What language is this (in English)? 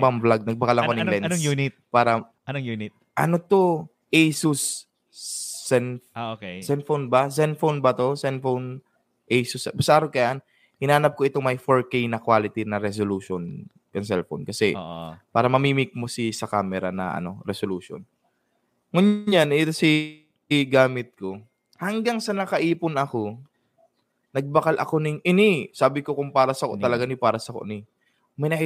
Bikol